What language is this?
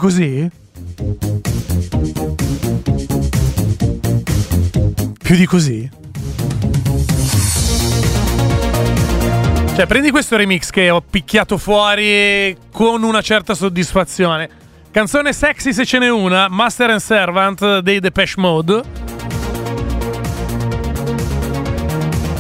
Italian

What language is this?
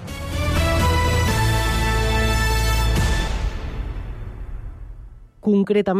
Catalan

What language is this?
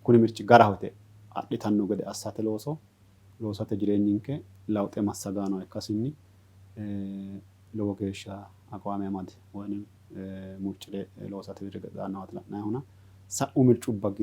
Sidamo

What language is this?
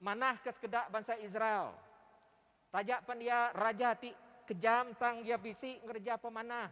Iban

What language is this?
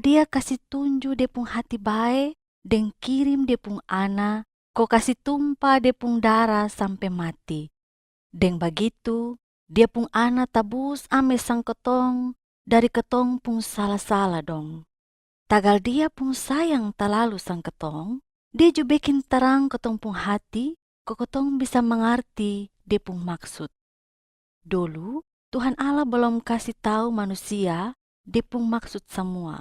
Kupang Malay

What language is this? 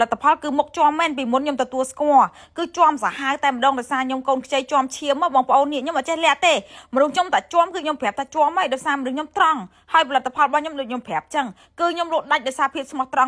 Khmer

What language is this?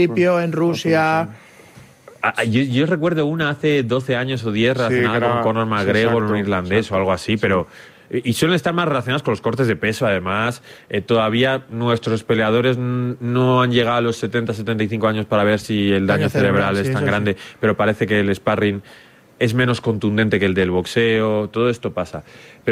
Spanish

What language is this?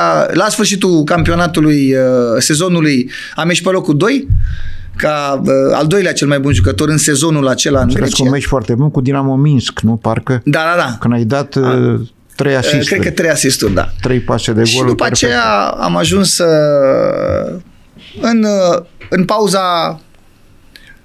Romanian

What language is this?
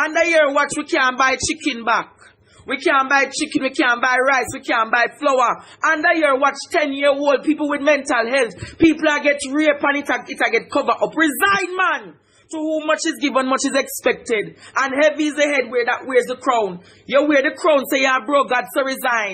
Jamaican Creole English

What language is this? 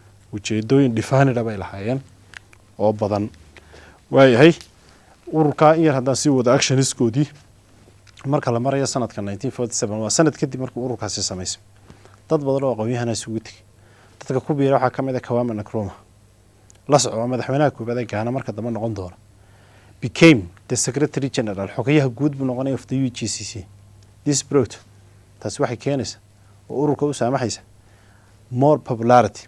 Somali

